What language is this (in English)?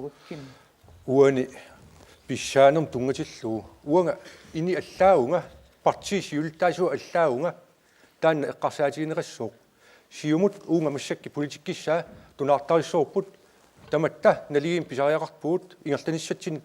Kalaallisut